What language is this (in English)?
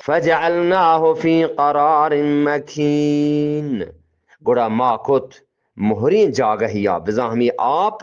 Eastern Balochi